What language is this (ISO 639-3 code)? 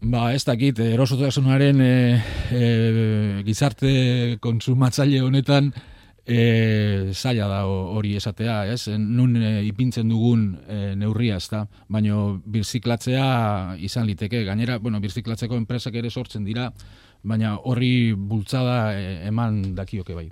eus